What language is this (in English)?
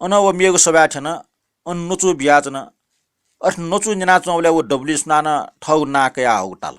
Newari